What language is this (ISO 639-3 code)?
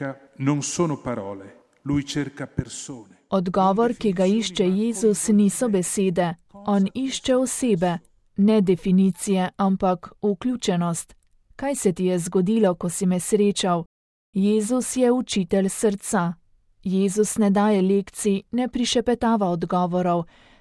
slv